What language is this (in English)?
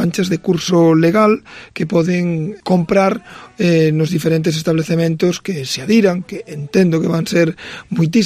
Galician